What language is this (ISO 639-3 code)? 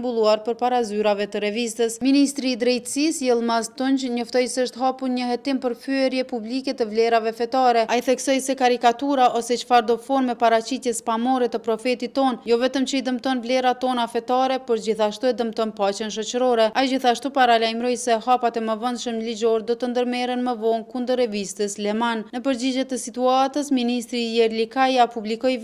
sqi